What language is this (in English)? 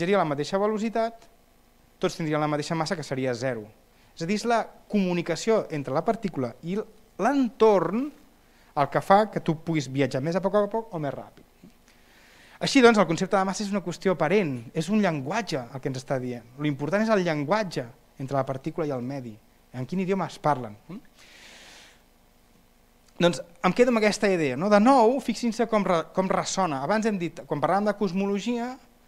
Catalan